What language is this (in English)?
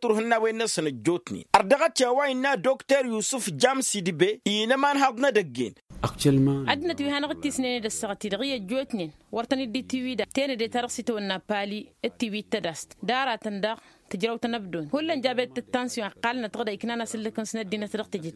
Tamasheq